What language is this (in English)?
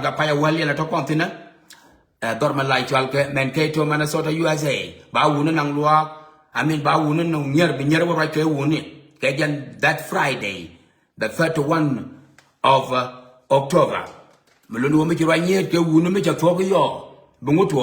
Nuer